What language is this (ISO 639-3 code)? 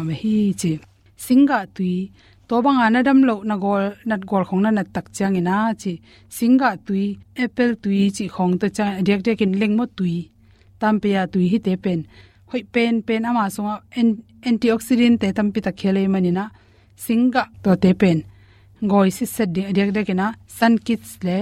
ctd